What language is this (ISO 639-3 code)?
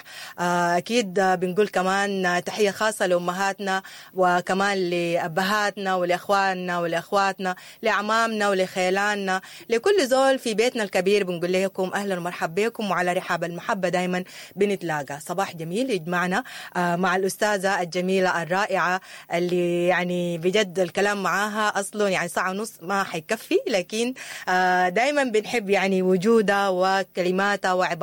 apd